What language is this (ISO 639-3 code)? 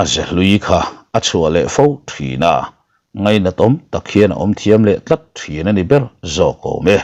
lus